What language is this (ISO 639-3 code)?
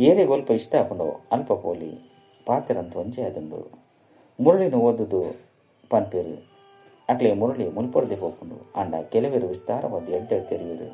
tcy